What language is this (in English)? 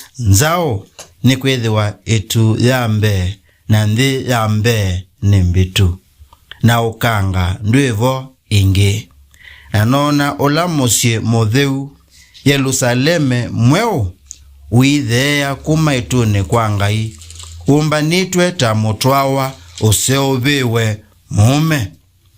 Kamba